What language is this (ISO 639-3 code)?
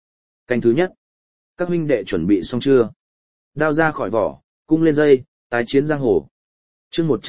vie